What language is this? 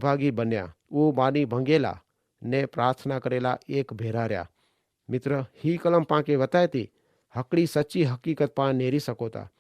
Kachhi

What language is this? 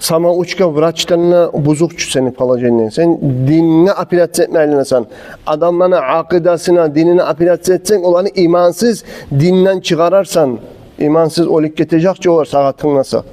Kumyk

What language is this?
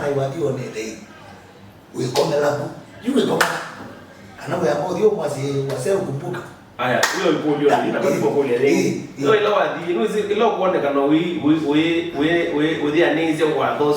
Kamba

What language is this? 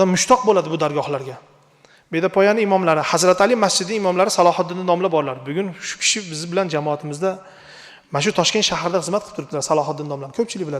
Uzbek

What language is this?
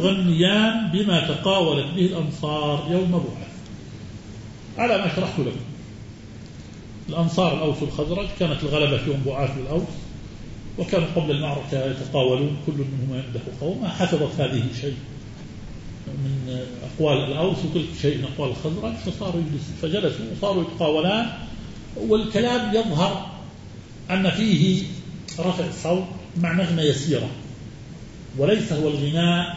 Arabic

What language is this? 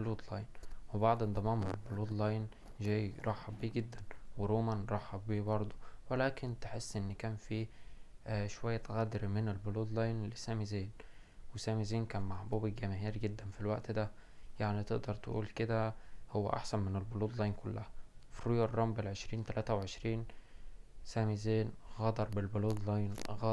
Egyptian Arabic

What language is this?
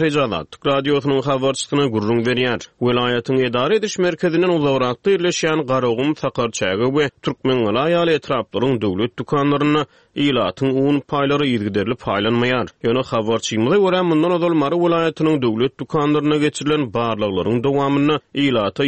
Turkmen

